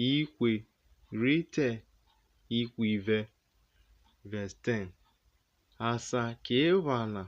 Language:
Urhobo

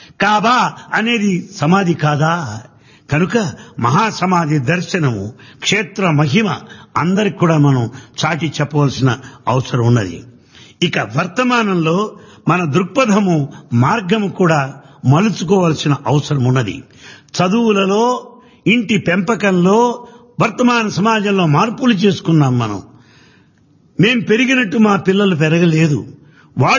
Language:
Telugu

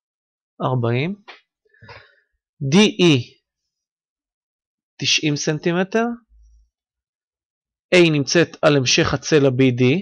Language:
Hebrew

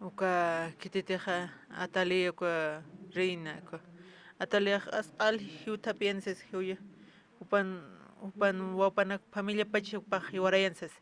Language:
Aymara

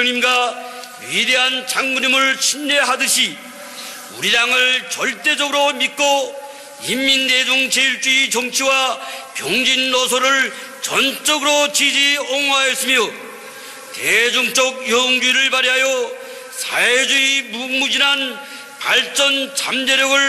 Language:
Korean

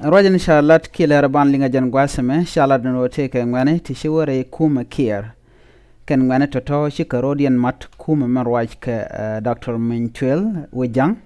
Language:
Nuer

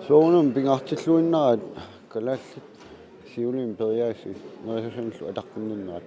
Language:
Kalaallisut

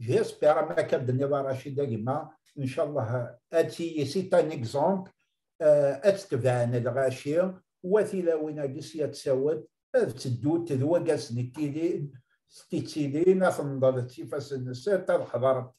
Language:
Kabyle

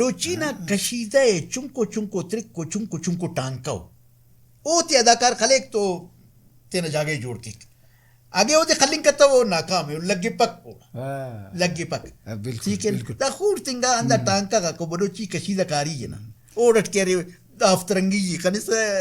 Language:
Brahui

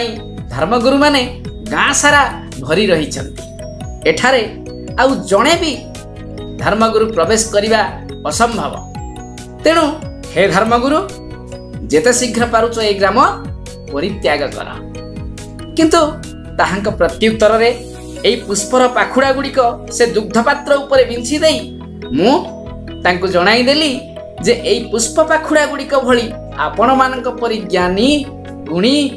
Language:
Odia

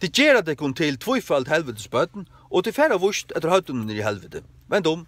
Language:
Faroese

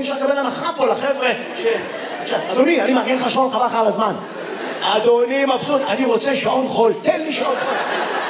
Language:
Hebrew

